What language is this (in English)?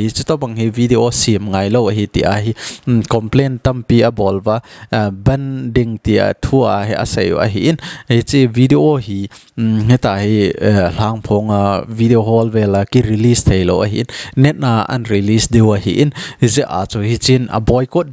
Thado Chin